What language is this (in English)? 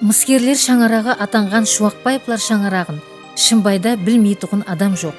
Kara-Kalpak